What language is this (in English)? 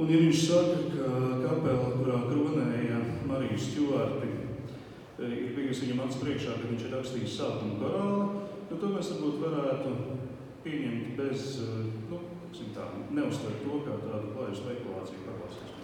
Latvian